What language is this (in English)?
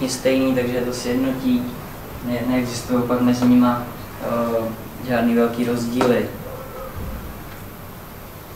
Czech